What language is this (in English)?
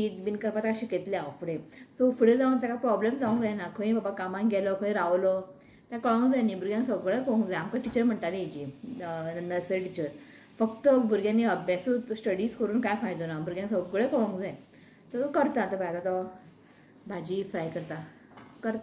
Konkani